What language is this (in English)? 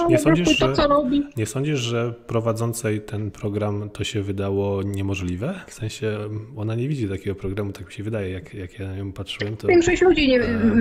Polish